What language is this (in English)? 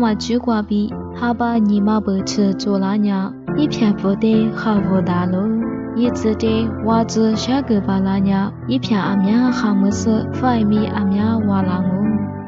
Lisu